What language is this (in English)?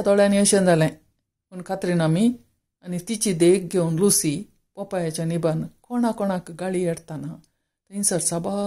Konkani